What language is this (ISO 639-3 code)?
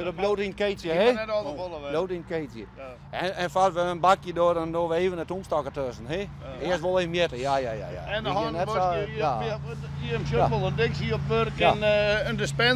fry